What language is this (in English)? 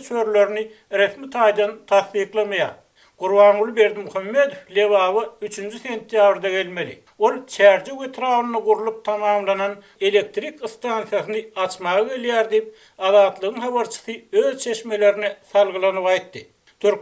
Turkmen